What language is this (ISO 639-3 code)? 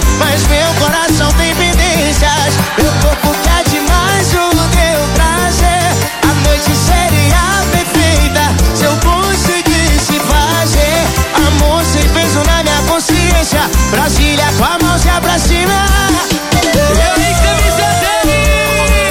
por